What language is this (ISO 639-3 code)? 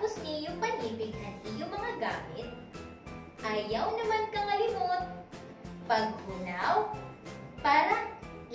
war